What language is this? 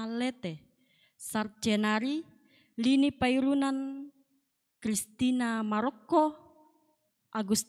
Toraja-Sa'dan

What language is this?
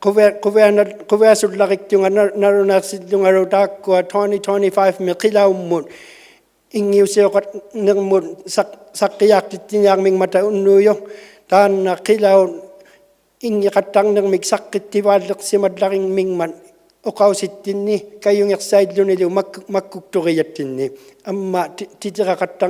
Inuktitut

